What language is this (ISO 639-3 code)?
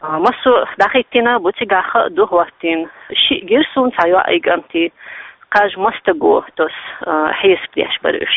che